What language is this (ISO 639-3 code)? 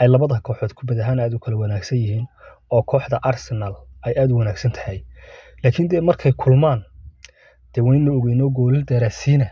som